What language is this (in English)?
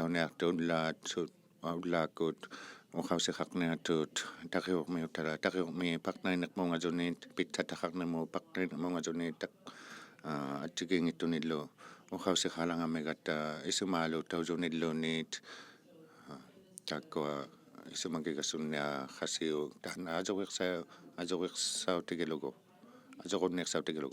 Inuktitut